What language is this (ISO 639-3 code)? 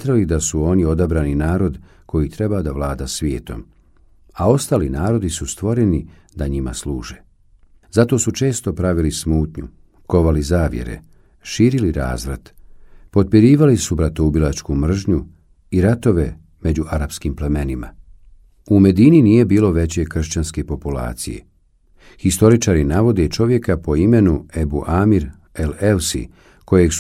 bos